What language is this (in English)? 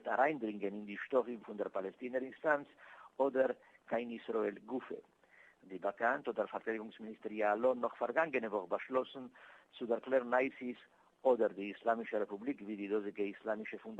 Yiddish